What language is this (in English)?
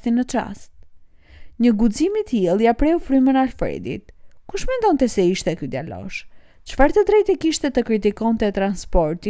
Albanian